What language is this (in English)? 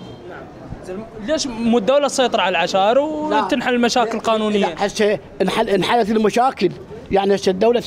Mesopotamian Arabic